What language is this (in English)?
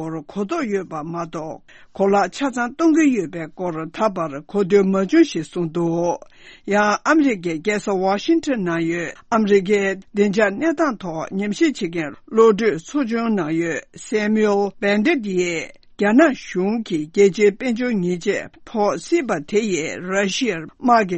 Tibetan